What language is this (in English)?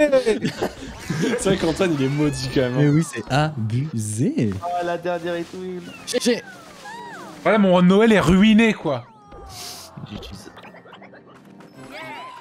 French